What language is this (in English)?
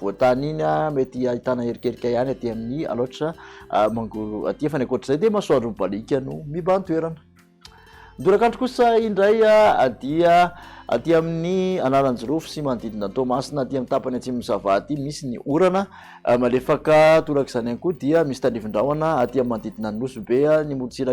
Malagasy